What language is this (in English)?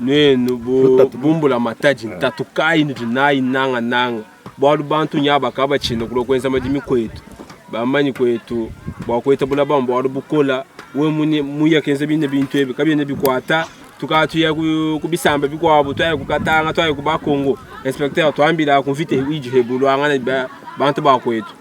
Luba-Lulua